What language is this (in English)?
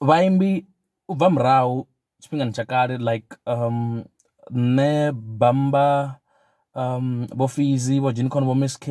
Venda